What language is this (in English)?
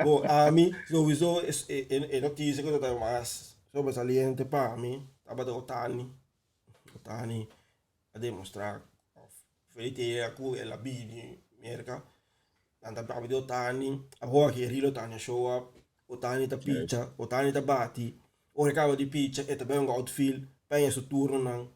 Papiamento